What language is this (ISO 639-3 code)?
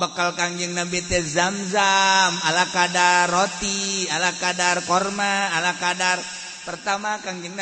sun